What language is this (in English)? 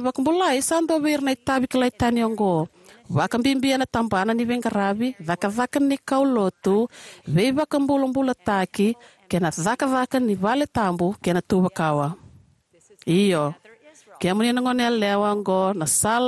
Fijian